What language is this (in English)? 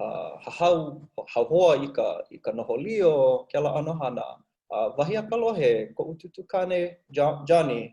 Hawaiian